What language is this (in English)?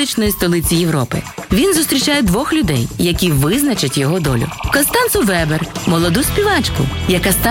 Ukrainian